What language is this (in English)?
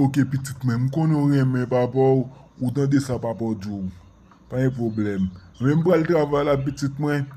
Haitian Creole